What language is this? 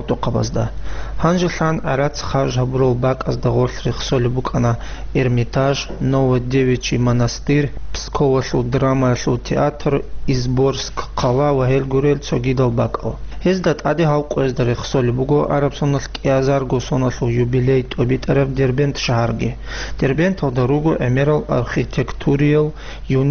Avaric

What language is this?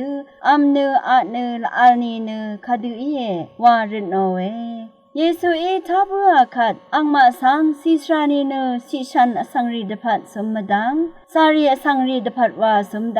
Rawang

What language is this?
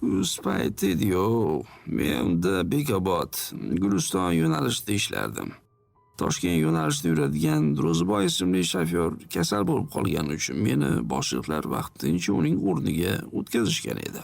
Uzbek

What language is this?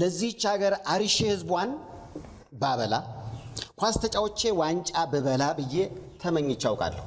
Amharic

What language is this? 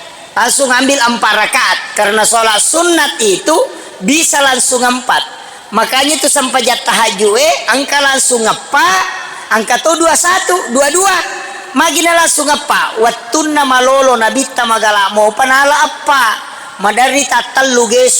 Buginese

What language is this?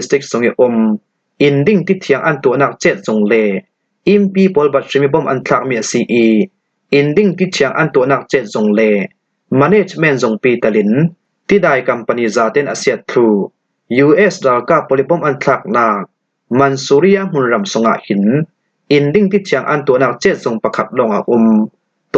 Falam Chin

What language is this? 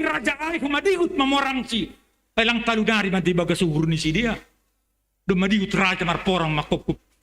Batak Simalungun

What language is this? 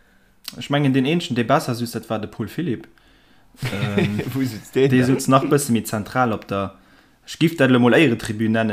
Luxembourgish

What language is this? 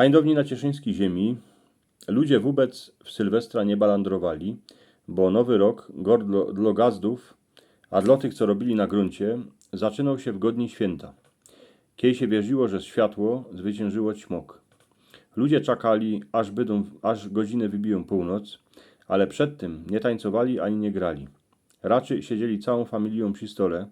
Silesian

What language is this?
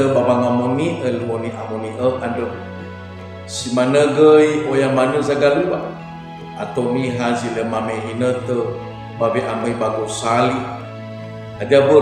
Nias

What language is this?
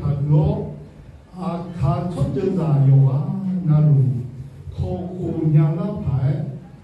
Akha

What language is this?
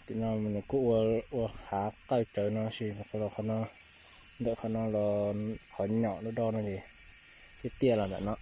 Hmong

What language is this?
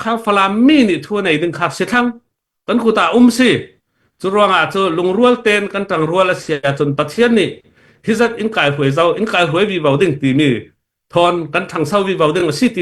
Hakha Chin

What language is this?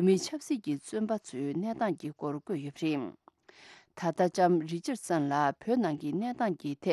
Tibetan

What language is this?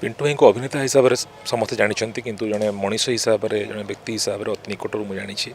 Odia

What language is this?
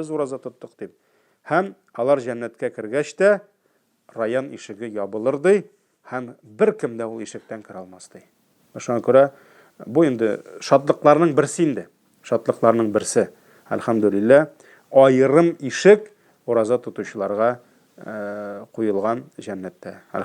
Tatar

